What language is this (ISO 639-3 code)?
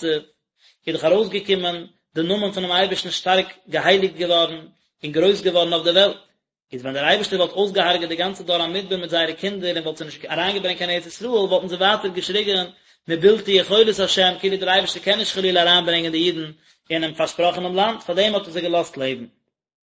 yid